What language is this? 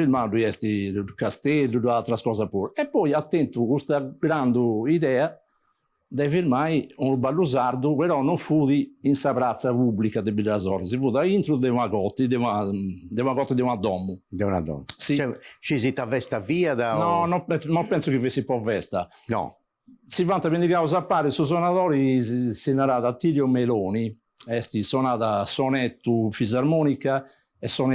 Sardinian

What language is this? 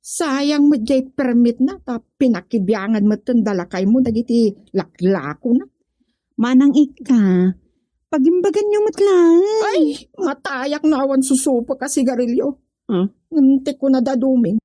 Iloko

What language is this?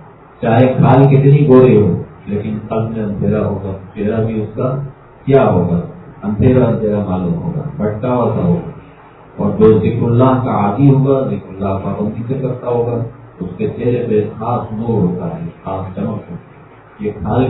Urdu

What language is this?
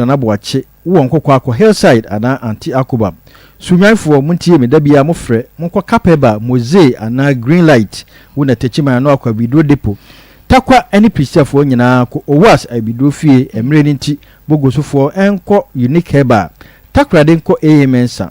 Akan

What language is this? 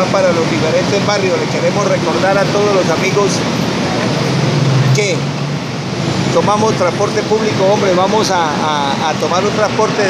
Spanish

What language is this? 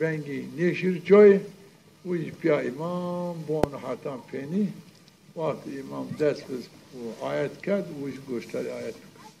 Zaza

